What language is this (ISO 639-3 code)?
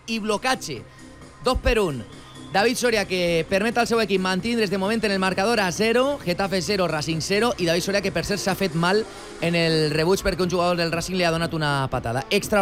cat